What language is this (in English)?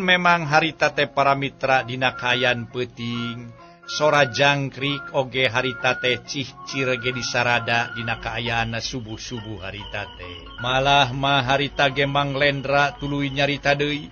Sundanese